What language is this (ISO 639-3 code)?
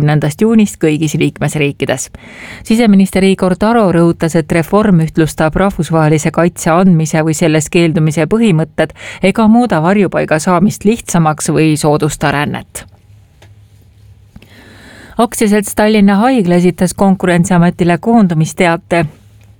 est